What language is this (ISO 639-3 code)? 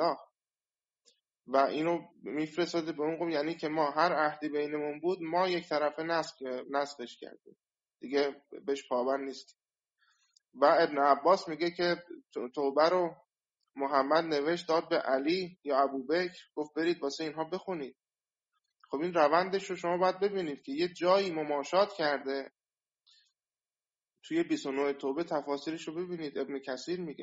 fas